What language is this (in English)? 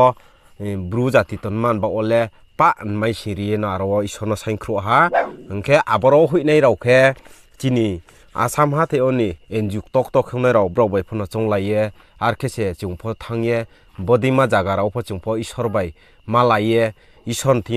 Riang (India)